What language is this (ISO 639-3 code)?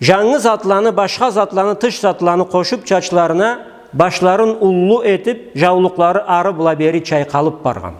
krc